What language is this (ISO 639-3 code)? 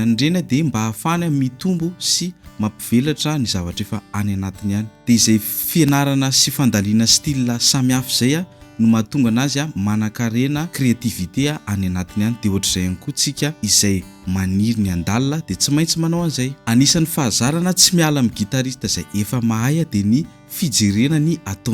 mlg